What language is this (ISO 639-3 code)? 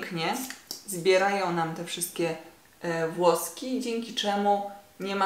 pol